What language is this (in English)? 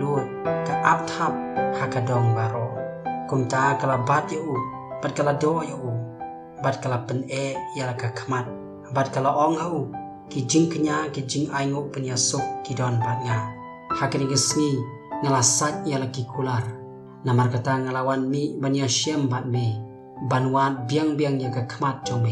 Khasi